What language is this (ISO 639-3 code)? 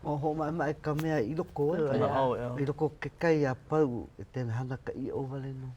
haw